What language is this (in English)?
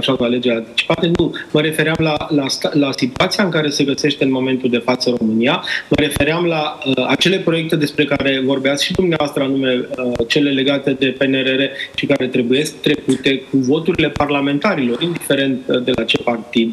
Romanian